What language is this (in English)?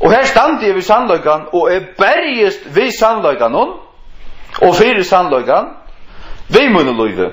Faroese